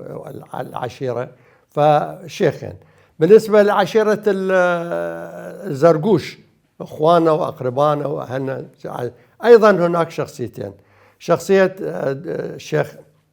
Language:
Mesopotamian Arabic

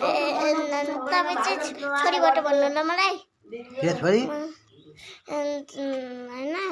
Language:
Nepali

